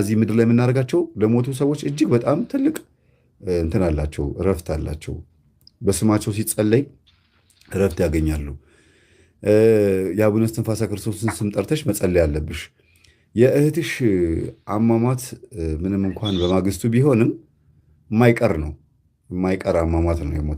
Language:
Amharic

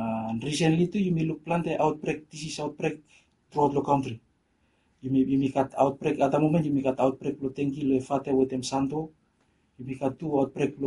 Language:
Bislama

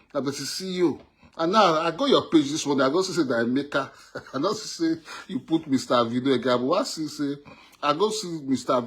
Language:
Nigerian Pidgin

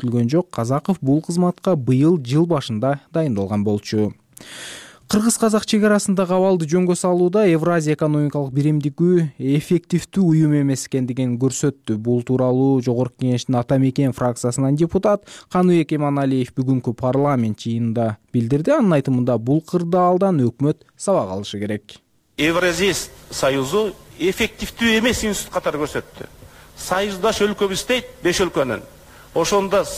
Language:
Kyrgyz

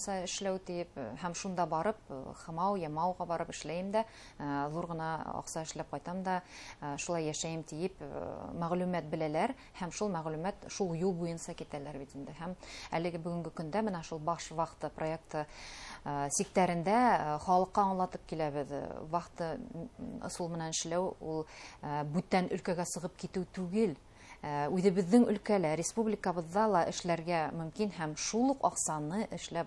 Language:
Bashkir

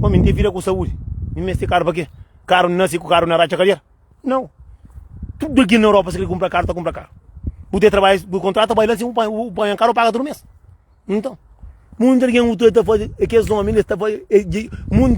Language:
Kabuverdianu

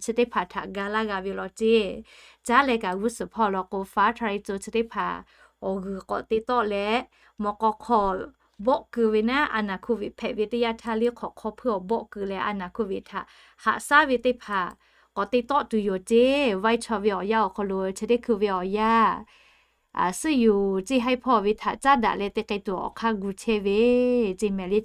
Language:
Lahu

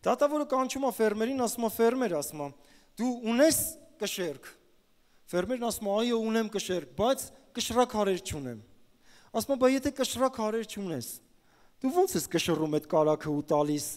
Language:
Armenian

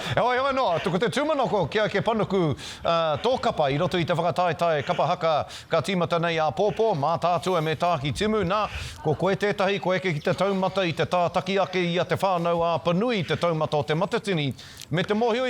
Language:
Māori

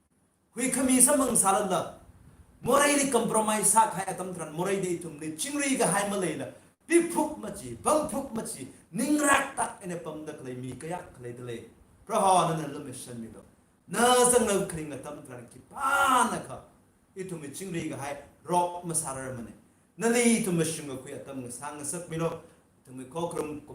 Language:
Tangkhul Naga (India)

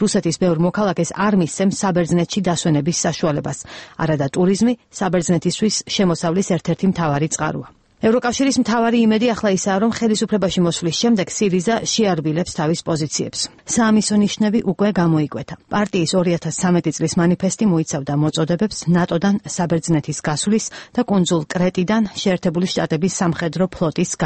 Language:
Georgian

